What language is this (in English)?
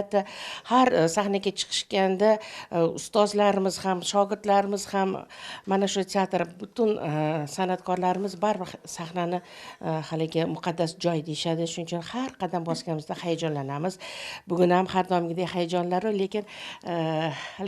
Uzbek